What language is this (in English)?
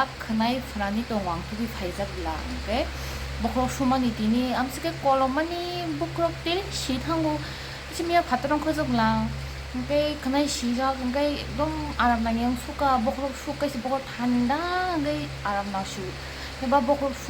Kok Borok